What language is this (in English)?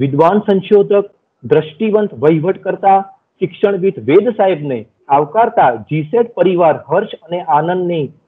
Gujarati